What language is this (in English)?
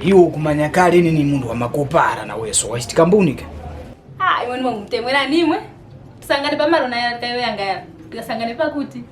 Tumbuka